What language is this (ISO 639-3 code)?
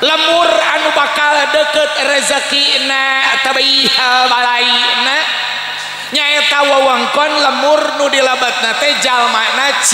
sun